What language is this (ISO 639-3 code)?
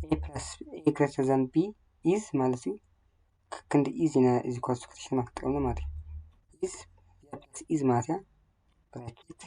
tir